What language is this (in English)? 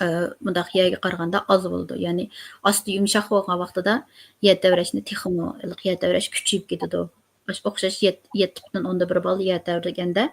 Uyghur